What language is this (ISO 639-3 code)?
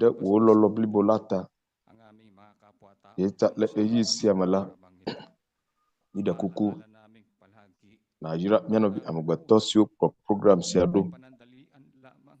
ewe